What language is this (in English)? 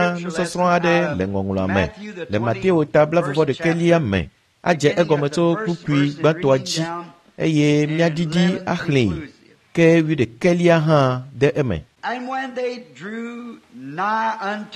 Ewe